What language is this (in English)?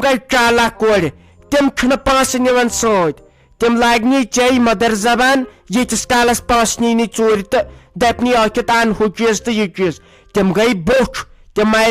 Kashmiri